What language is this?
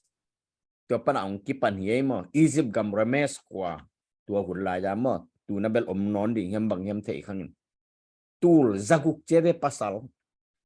Tedim Chin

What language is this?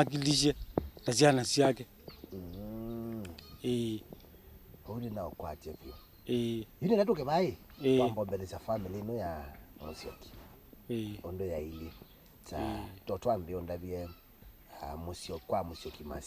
Kamba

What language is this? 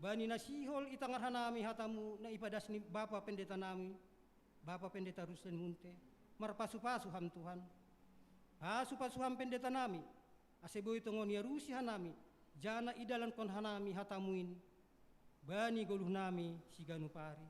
Batak Simalungun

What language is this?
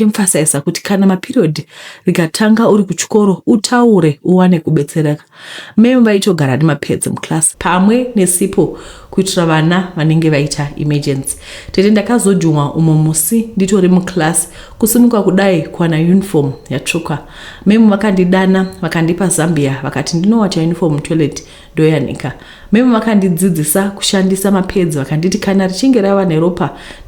Shona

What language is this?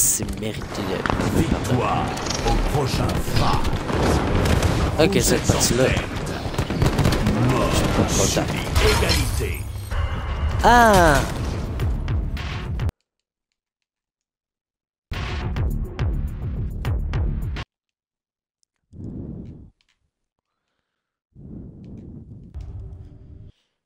French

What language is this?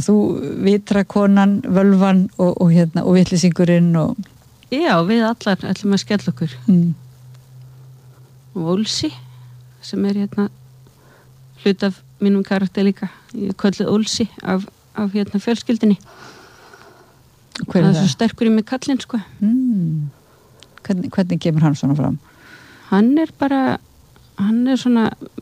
Icelandic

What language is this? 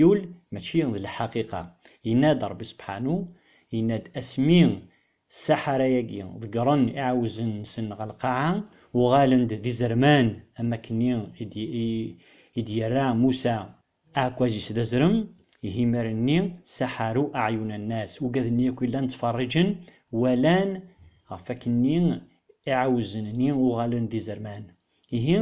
Kabyle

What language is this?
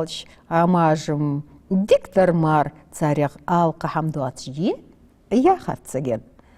Ingush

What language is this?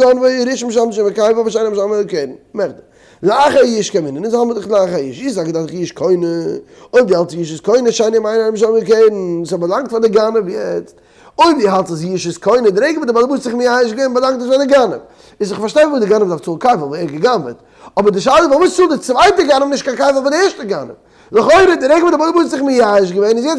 Yiddish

